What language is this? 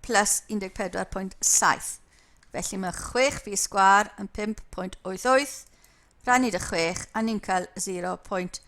Welsh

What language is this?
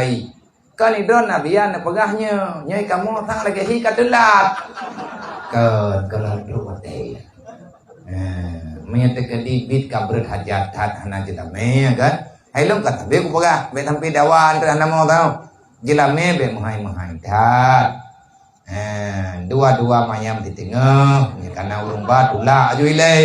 Achinese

